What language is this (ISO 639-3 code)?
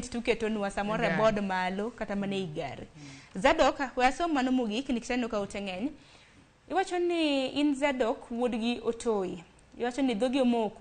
luo